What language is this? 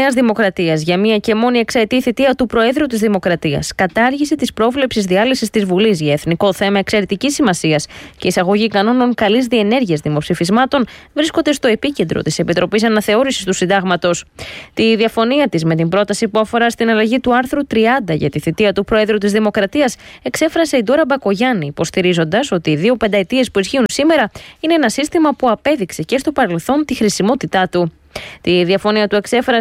Greek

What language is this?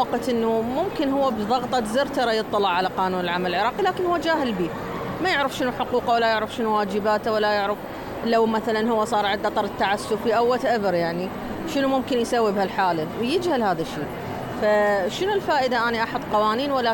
Mesopotamian Arabic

